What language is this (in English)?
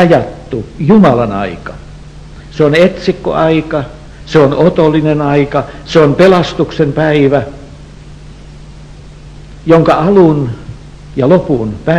Finnish